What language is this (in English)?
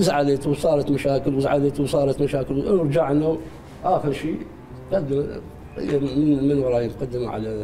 Mesopotamian Arabic